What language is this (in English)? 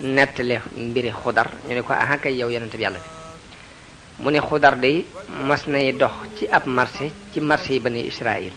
Wolof